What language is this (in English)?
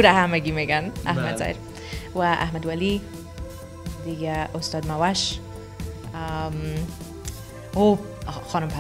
Persian